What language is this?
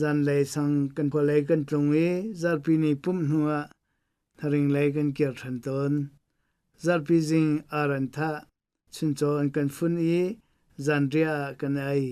Hakha Chin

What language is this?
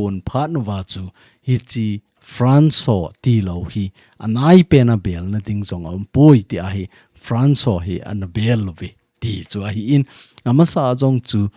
Thado Chin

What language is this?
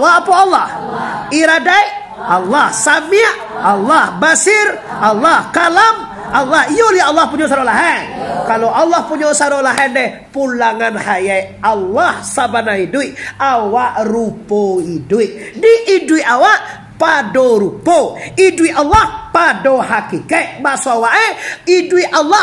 Minangkabau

